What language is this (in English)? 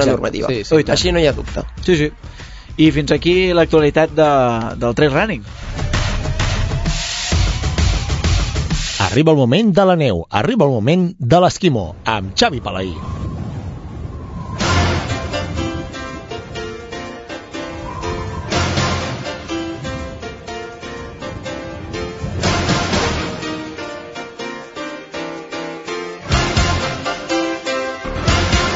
Catalan